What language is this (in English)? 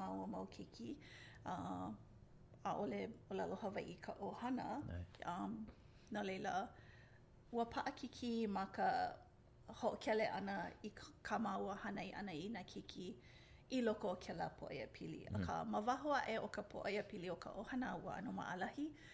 Hawaiian